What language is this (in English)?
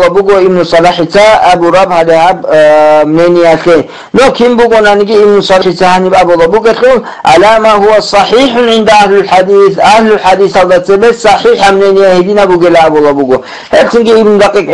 Avaric